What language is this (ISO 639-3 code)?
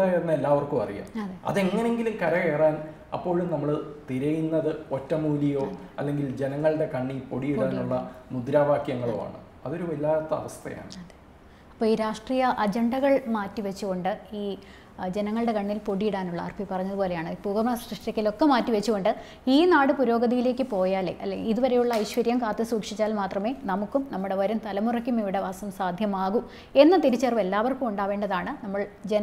mal